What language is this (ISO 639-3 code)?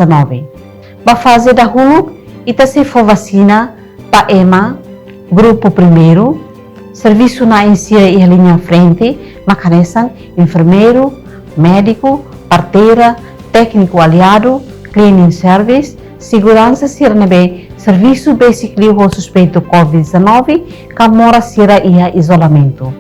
tet